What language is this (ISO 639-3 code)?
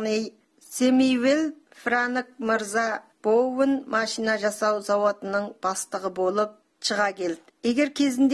kaz